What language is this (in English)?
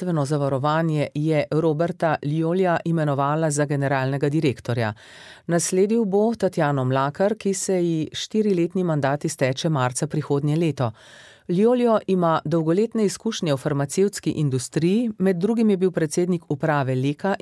Slovenian